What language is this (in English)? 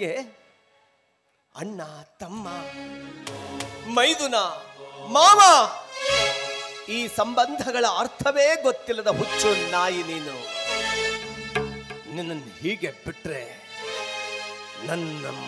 Kannada